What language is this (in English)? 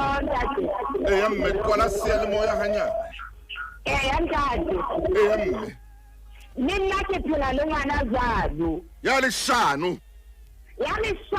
Southern Sotho